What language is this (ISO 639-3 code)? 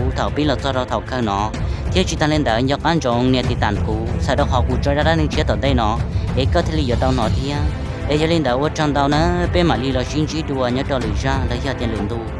hmn